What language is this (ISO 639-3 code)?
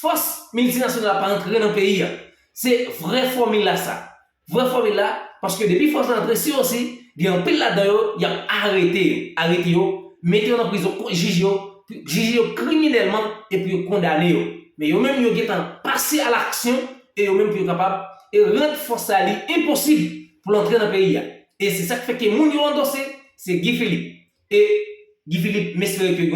hat